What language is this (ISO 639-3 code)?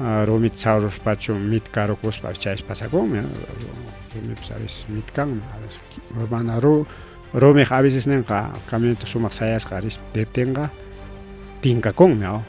quy